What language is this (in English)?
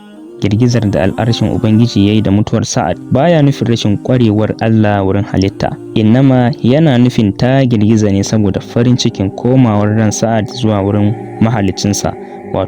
Hausa